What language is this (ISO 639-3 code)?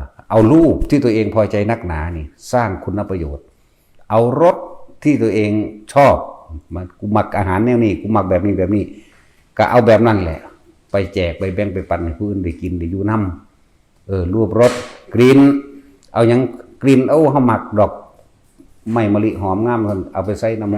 tts